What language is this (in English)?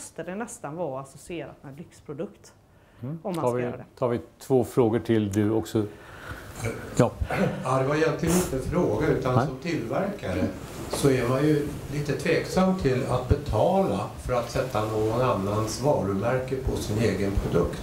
Swedish